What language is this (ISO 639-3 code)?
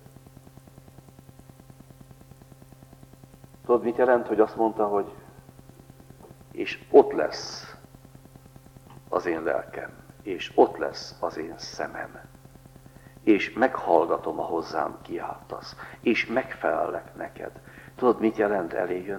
hun